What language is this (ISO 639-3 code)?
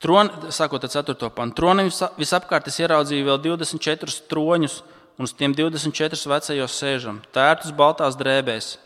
lav